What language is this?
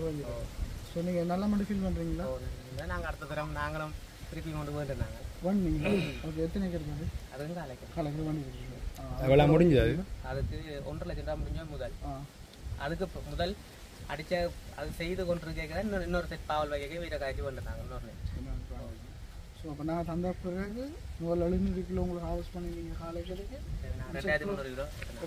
Tamil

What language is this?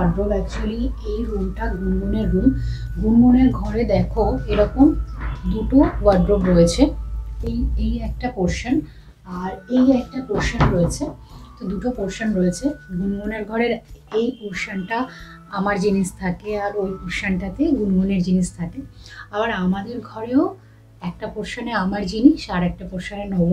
Bangla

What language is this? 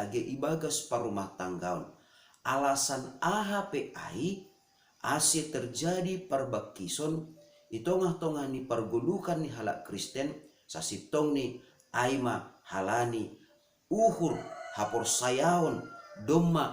Batak Simalungun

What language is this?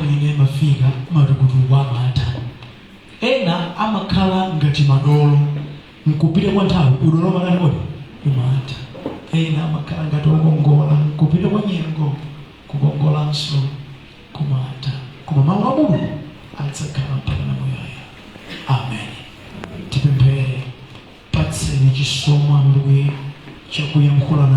Nyanja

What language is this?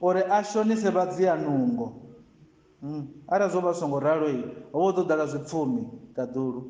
Venda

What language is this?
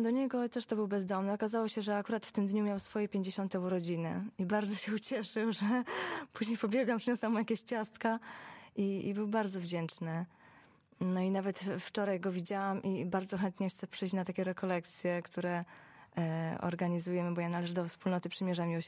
Polish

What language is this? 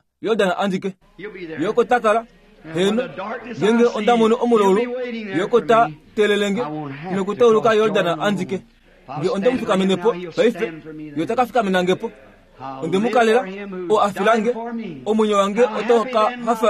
Kuanyama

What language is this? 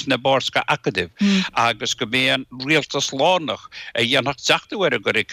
Irish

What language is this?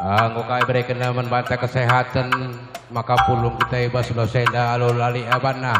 Batak Karo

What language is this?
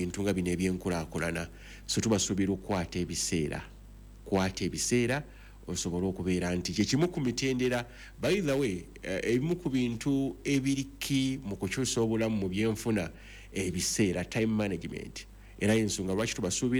Ganda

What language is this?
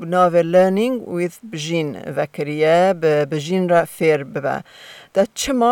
Kurdish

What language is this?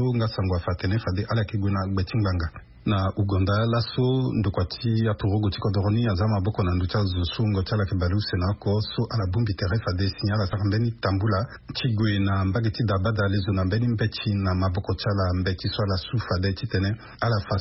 Sango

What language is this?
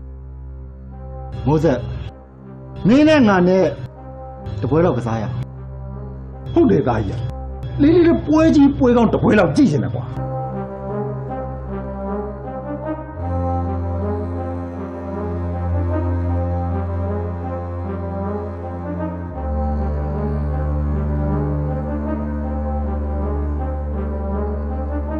Burmese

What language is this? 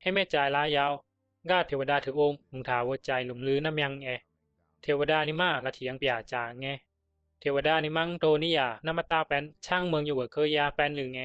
Bisu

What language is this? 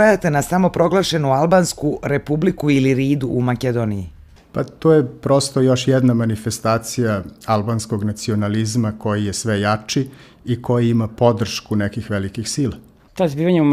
Serbian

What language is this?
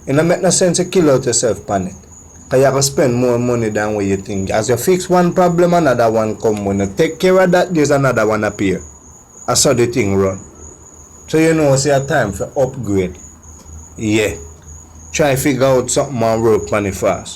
Jamaican Creole English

